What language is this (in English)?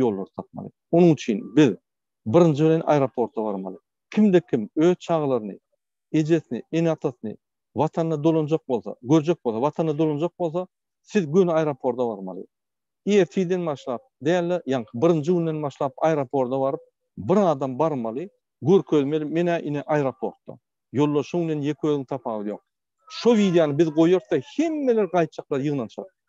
Turkmen